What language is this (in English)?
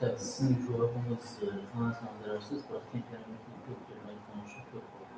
Kara-Kalpak